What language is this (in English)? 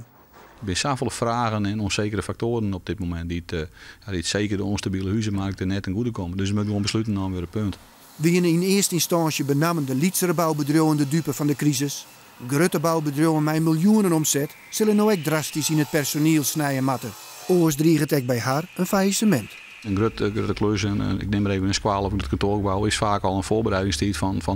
Western Frisian